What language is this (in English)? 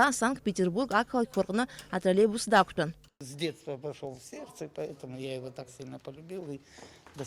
Abkhazian